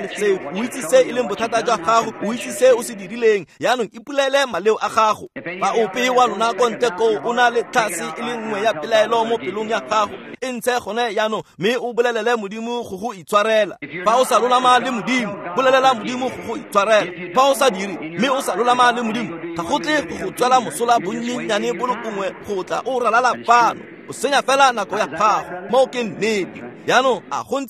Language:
Tswana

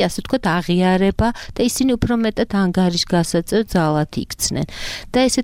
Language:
Georgian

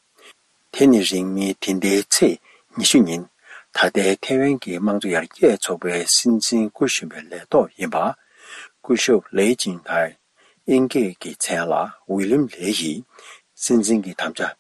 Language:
Tibetan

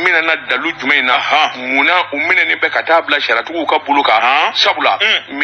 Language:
Bambara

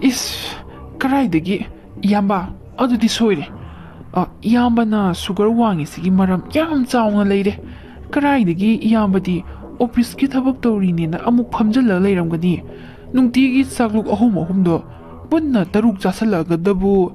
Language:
Manipuri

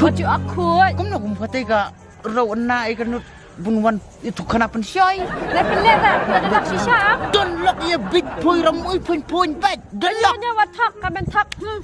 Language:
Khasi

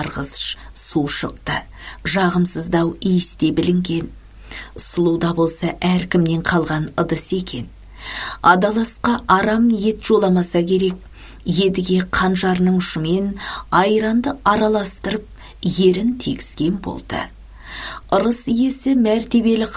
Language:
Kazakh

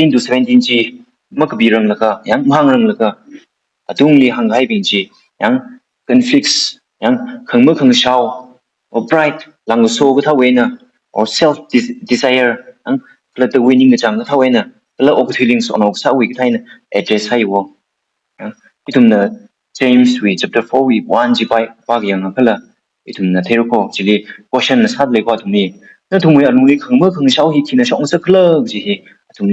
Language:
Tangkhul Naga (India)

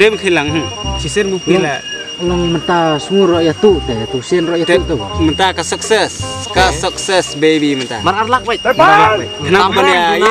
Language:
Khasi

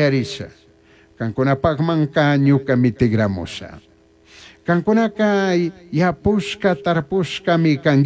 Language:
Chimborazo Highland Quichua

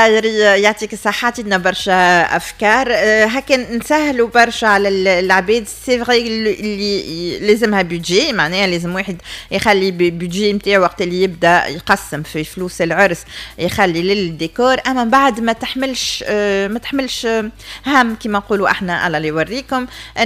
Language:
Tunisian Arabic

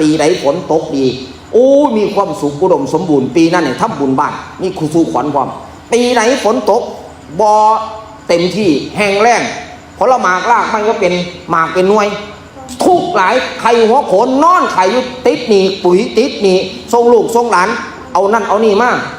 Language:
Northeastern Thai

